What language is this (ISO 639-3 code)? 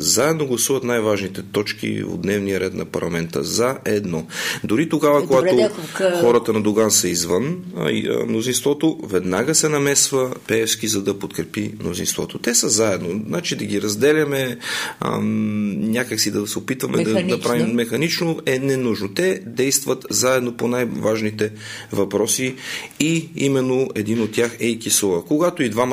bul